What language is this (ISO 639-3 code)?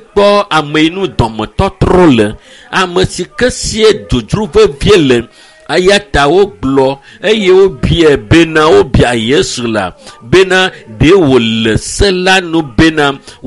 ewe